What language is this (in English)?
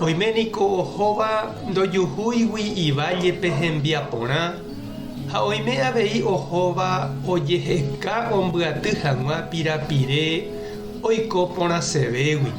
Guarani